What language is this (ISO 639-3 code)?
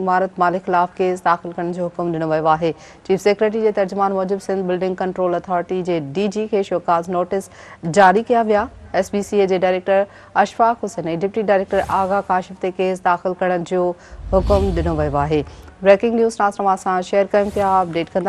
snd